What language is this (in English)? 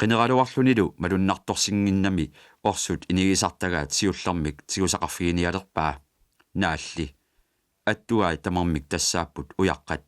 Kalaallisut